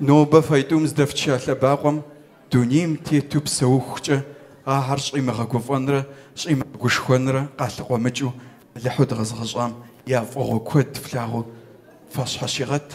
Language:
Kabardian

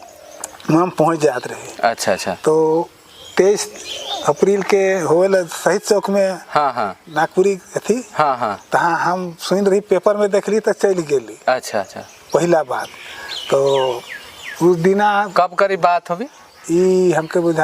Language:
Sadri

